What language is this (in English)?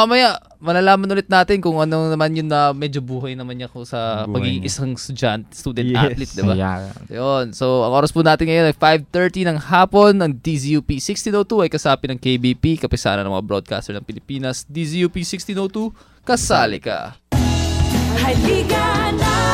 Filipino